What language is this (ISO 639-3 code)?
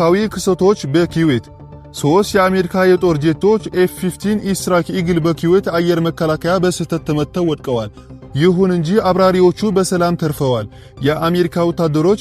amh